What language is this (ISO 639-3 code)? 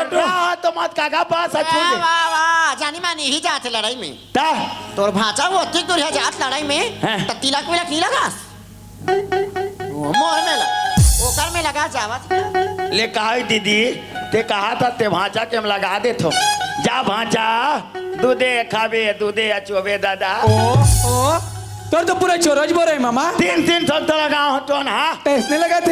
hne